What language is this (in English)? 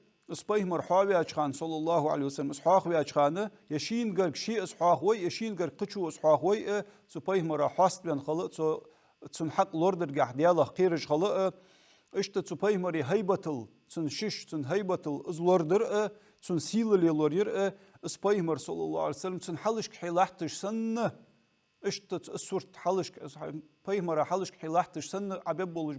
Ingush